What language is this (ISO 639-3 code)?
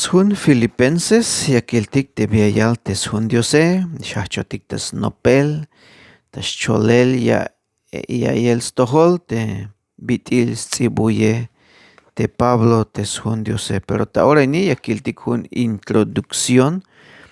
tzh